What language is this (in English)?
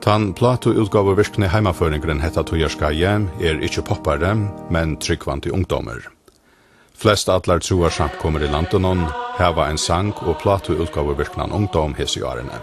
Faroese